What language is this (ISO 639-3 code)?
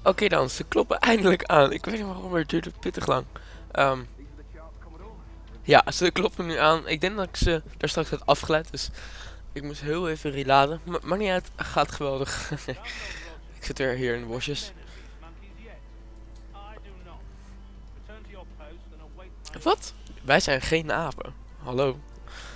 nld